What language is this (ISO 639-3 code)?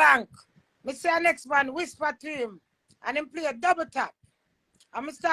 jam